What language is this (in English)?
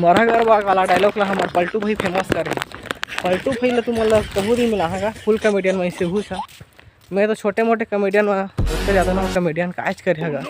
Chhattisgarhi